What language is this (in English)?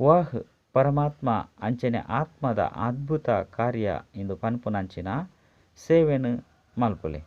Tulu